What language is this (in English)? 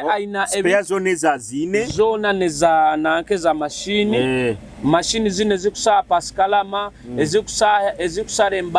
Nyoro